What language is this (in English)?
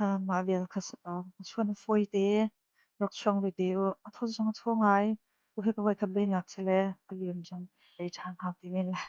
Hakha Chin